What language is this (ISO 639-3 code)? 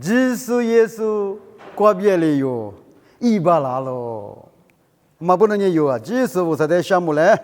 lis